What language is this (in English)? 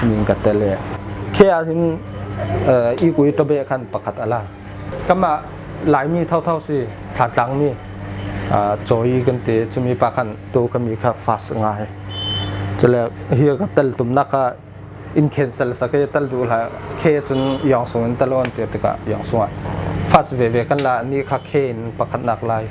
Falam Chin